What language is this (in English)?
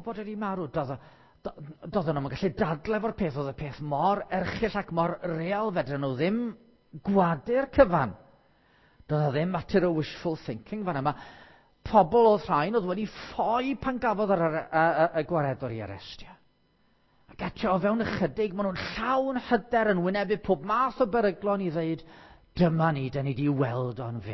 Welsh